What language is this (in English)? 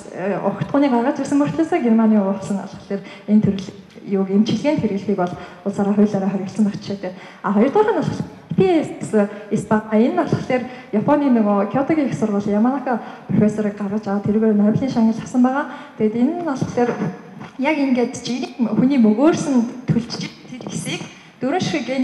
Mongolian